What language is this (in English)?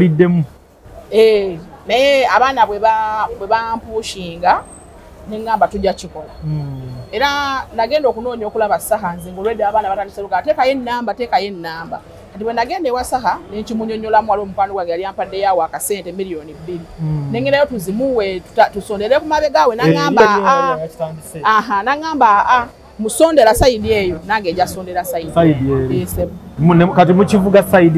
Ganda